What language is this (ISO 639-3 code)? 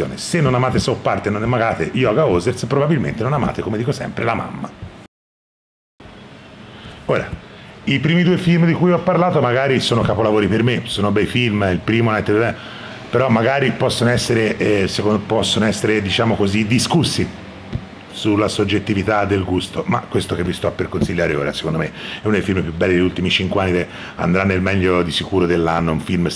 ita